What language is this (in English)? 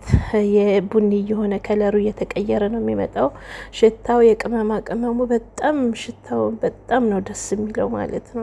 Amharic